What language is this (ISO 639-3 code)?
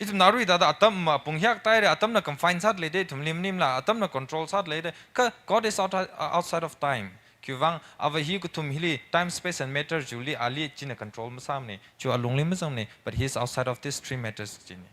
nmf